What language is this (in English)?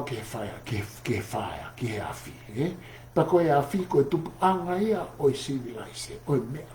Tongan